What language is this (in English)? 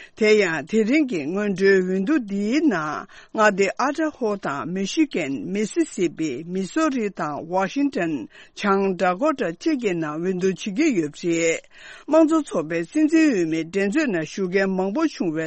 Tibetan